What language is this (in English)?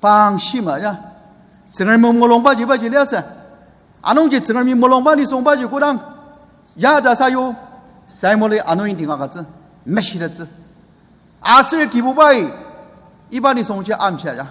Ao Naga